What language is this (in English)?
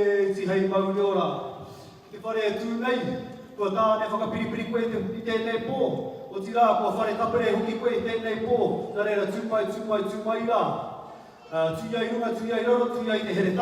Māori